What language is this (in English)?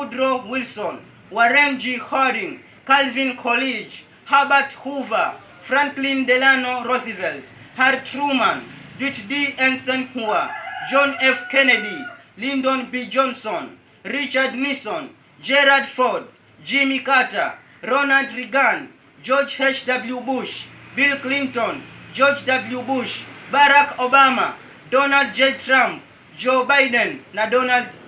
Swahili